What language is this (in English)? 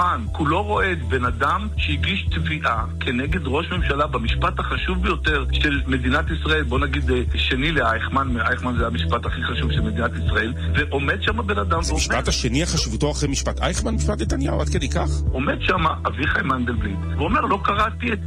Hebrew